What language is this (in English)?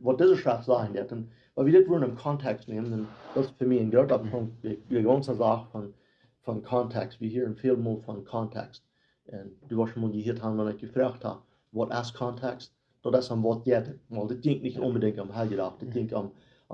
Plautdietsch